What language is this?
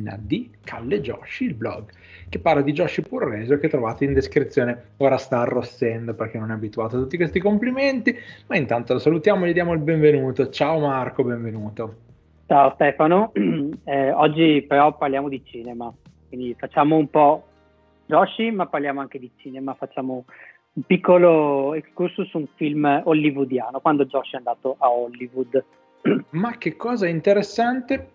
Italian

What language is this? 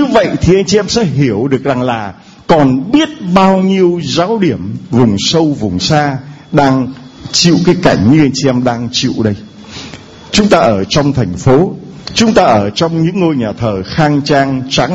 Vietnamese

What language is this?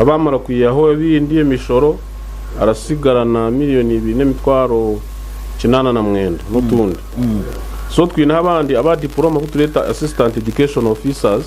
Nyankole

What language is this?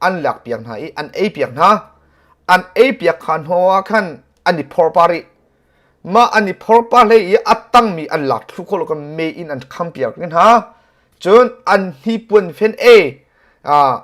Hakha Chin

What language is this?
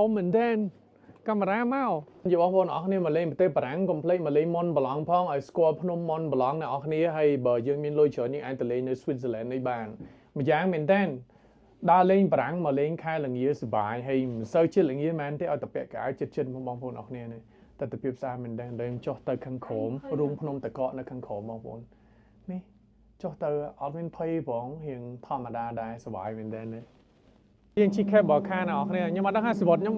Khmer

